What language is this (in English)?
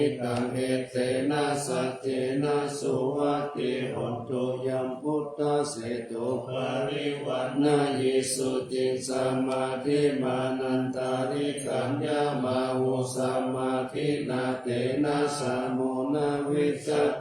Pali